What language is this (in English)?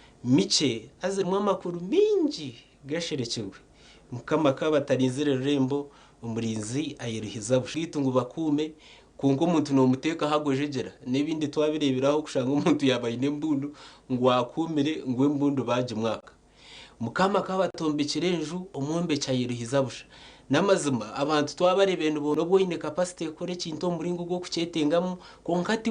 Nyankole